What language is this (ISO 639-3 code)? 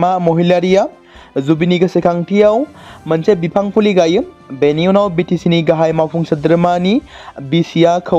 brx